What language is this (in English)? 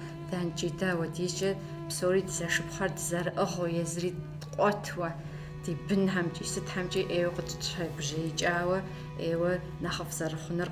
Kabardian